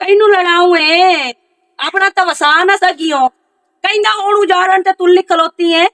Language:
Western Panjabi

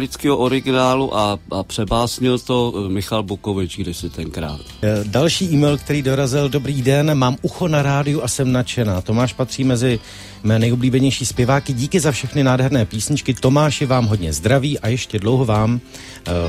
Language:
Czech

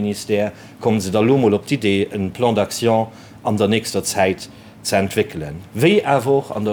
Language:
Luxembourgish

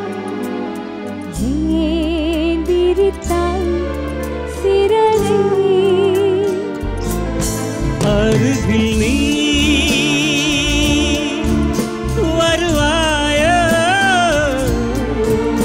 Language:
Tamil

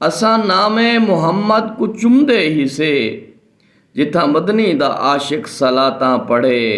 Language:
Saraiki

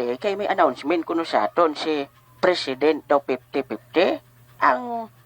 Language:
Hiligaynon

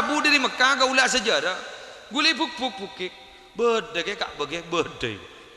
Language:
Madurese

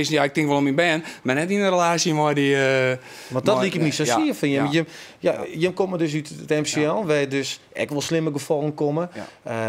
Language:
Western Frisian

